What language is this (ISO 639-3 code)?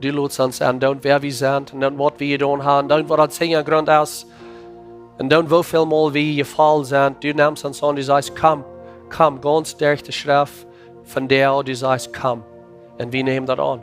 pdt